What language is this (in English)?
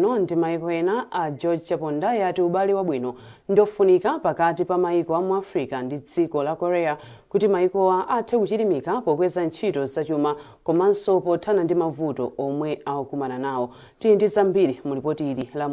Nyanja